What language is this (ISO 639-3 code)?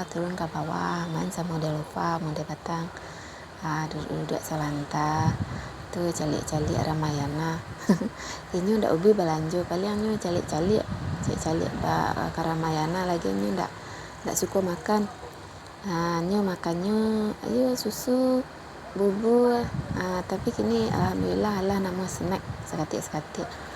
min